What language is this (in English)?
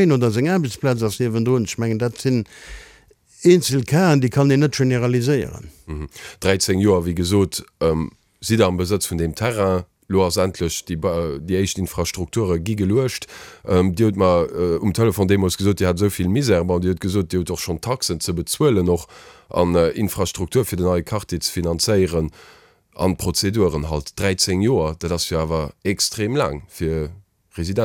Luxembourgish